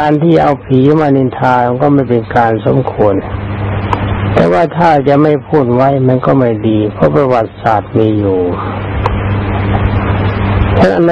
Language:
Thai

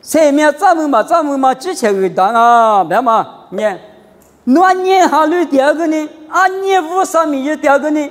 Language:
Lisu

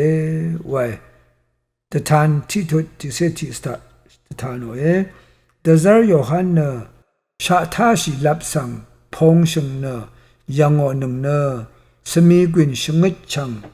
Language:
Rawang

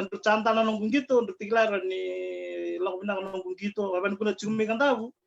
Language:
Fijian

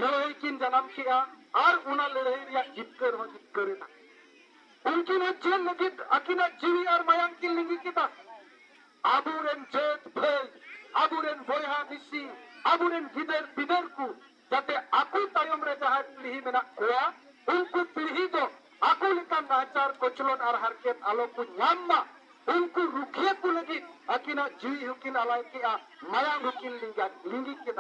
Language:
Santali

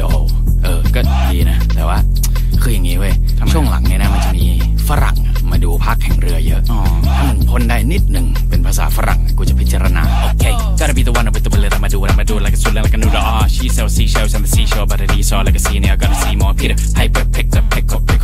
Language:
Thai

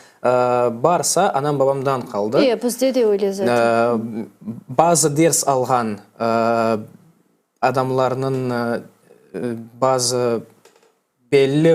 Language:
Crimean Tatar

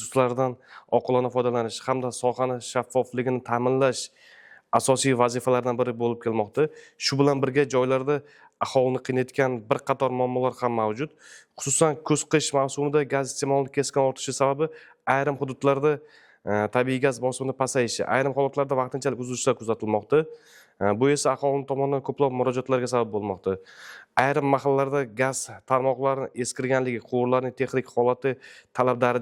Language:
Uzbek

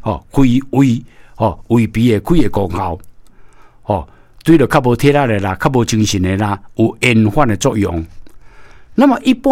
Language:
Min Nan Chinese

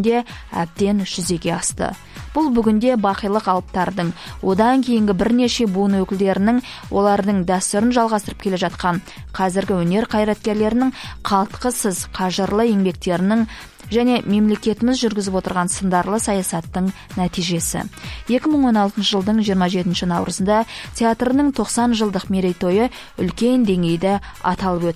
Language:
Kazakh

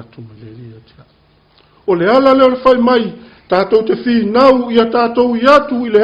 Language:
Samoan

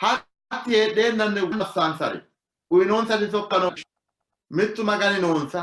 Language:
Sidamo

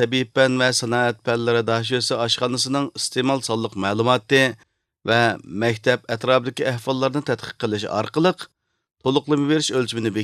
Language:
Uyghur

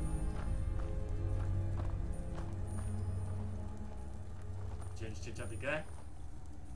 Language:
Polish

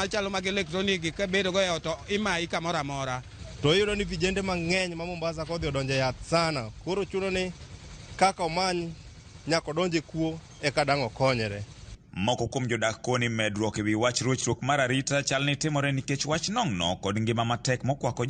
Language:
Luo (Kenya and Tanzania)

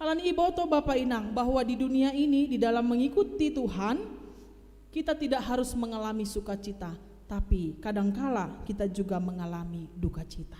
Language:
Batak Simalungun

